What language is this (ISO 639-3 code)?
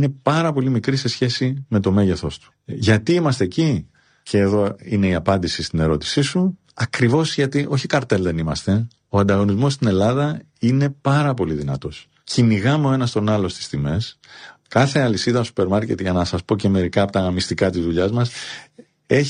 ell